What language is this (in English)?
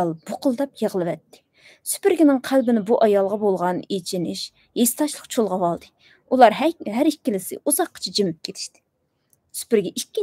Uyghur